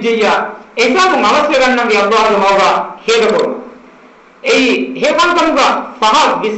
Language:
Divehi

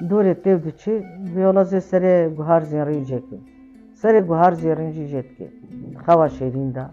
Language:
Kurdish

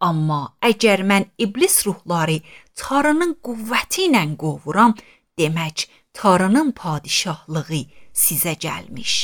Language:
Azerbaijani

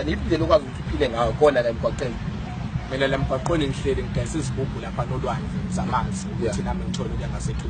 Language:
Zulu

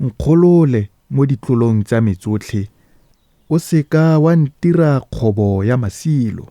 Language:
Tswana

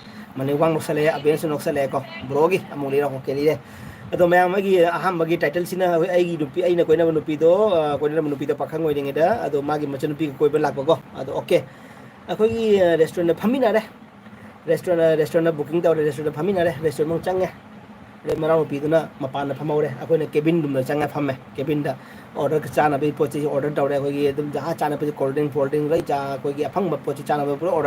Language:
Manipuri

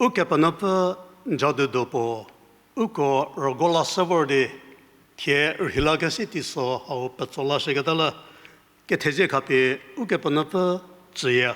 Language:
Angami Naga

